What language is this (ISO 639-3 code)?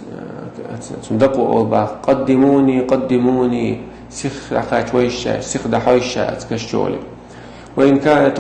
che